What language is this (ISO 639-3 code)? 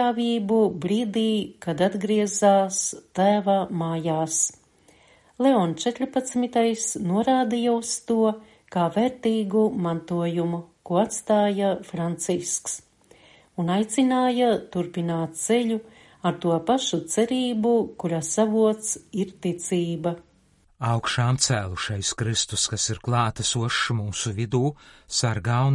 lav